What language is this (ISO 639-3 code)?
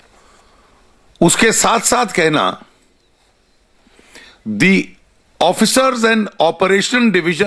hin